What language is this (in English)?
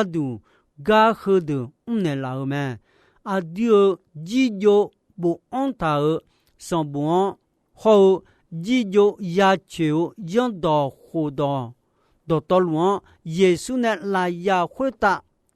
Akha